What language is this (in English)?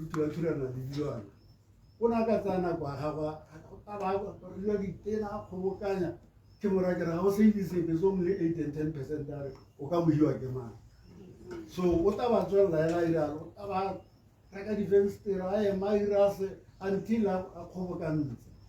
Tswana